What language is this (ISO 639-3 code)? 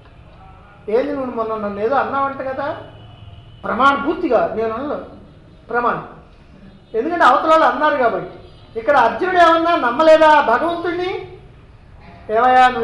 tel